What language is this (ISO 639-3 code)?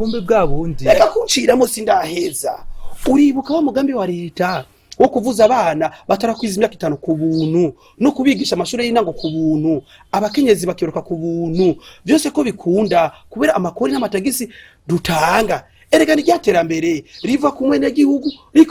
run